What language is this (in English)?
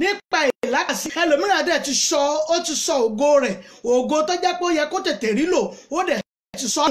Yoruba